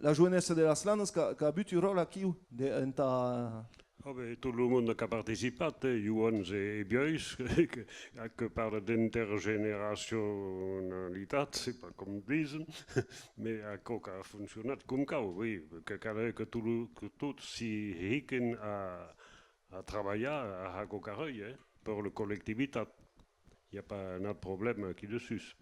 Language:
Occitan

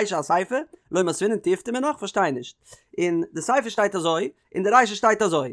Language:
Yiddish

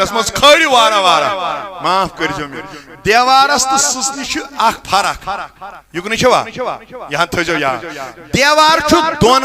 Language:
Kashmiri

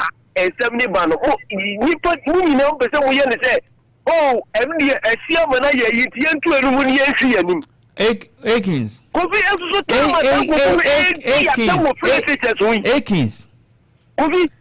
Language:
Akan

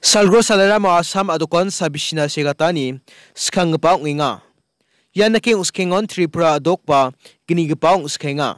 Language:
Garo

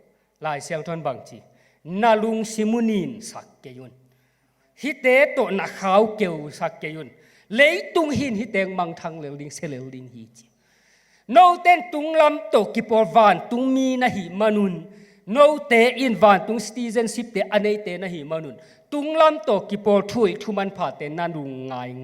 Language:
Tedim Chin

